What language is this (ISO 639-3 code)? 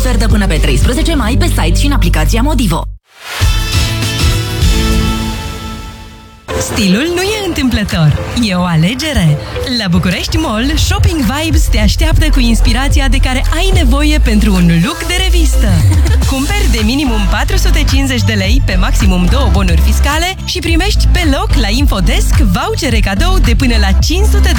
ron